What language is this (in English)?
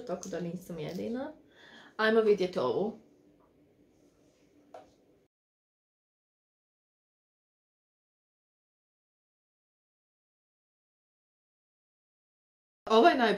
Croatian